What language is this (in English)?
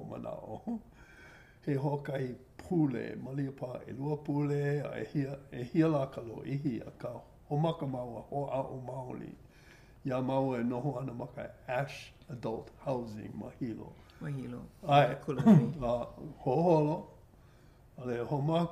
Hawaiian